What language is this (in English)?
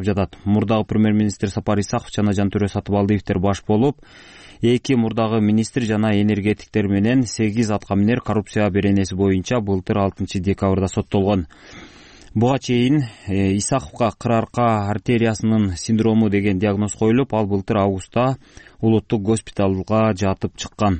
Kyrgyz